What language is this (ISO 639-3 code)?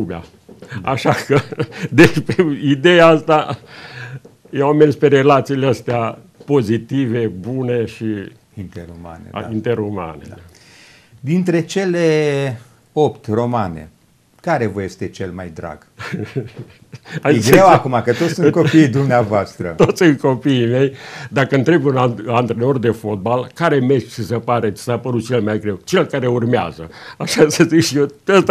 ron